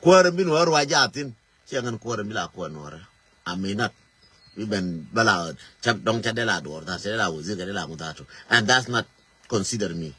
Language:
Nuer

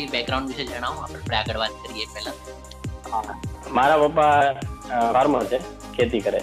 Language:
Gujarati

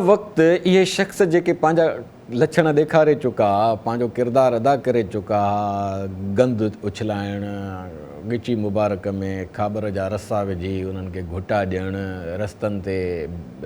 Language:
Sindhi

